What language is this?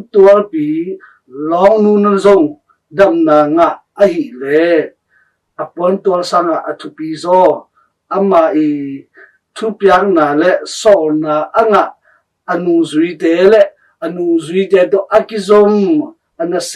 Tedim Chin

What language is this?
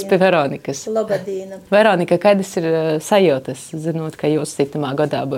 Latvian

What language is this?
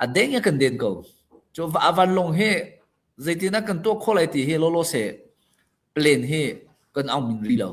Hakha Chin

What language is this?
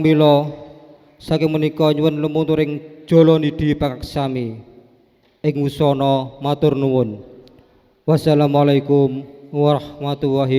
Javanese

